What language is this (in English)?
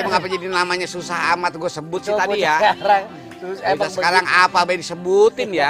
Betawi